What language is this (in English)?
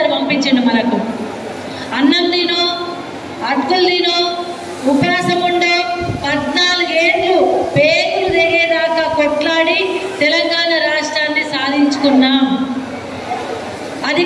Telugu